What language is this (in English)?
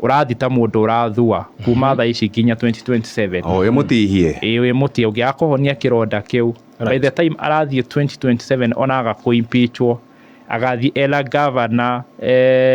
Kikuyu